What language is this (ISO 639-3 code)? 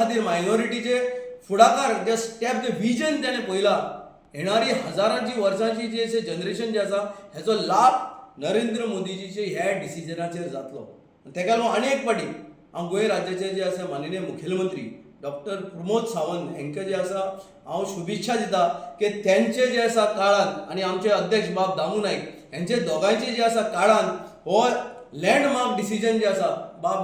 kok